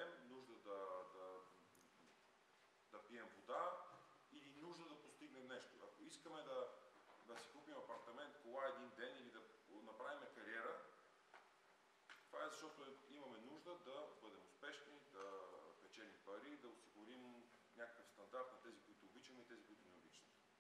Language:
Bulgarian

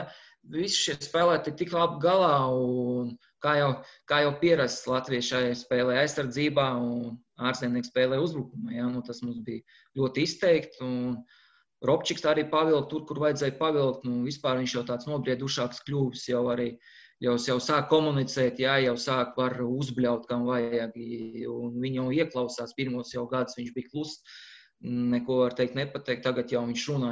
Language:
Latvian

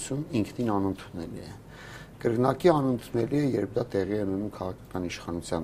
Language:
Armenian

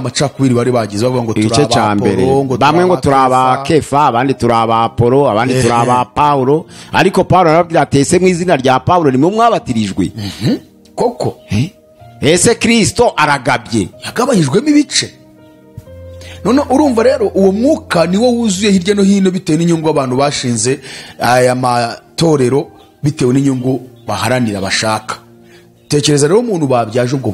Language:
Kinyarwanda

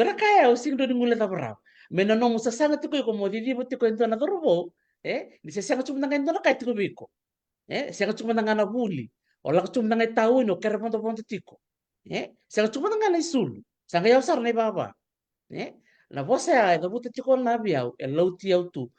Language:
Fijian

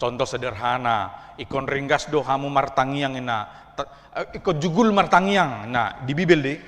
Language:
Batak Toba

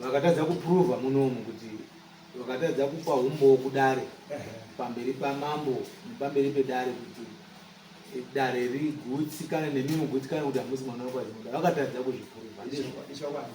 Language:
Shona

